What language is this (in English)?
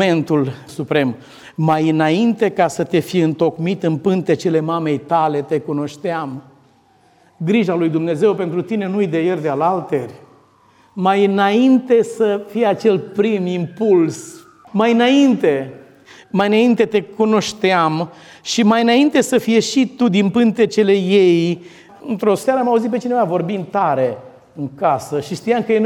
Romanian